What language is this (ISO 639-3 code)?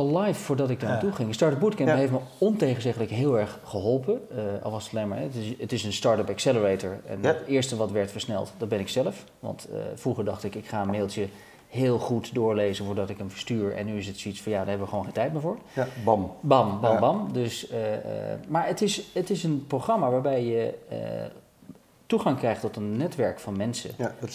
nld